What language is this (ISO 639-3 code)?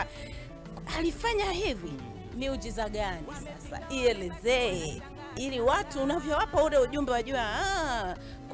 swa